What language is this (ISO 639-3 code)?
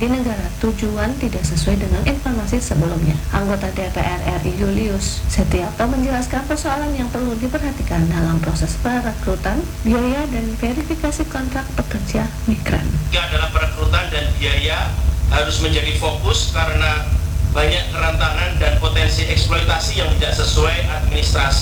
ind